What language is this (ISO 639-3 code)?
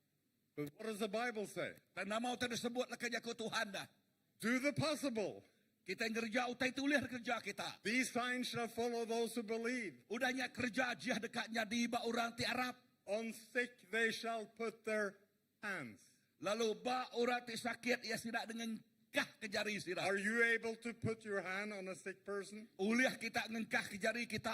iba